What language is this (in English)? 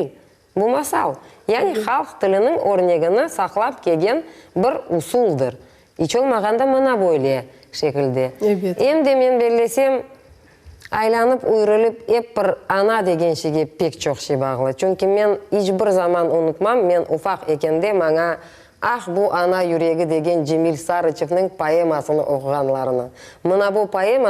Crimean Tatar